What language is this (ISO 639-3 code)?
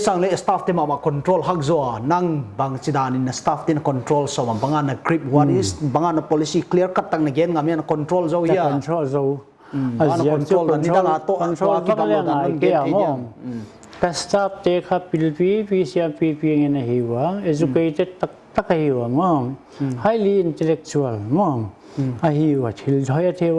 pck